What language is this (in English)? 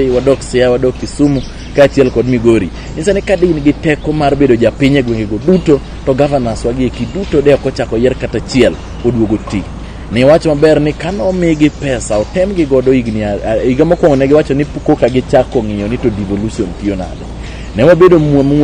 Luo (Kenya and Tanzania)